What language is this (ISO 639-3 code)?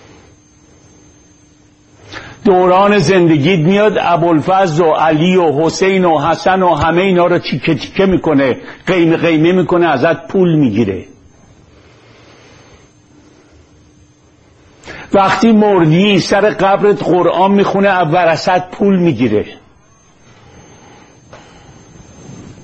fas